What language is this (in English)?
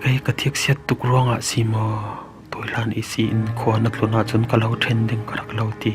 Falam Chin